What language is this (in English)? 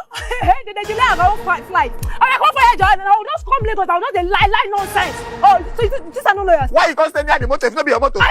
Nigerian Pidgin